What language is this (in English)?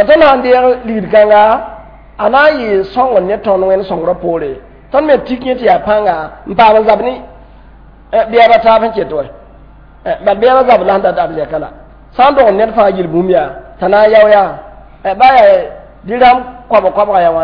Mossi